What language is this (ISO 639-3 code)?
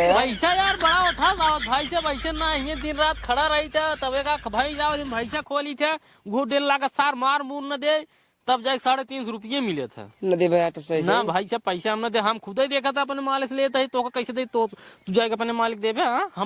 awa